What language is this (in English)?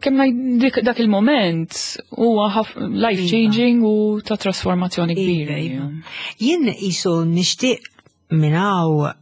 Maltese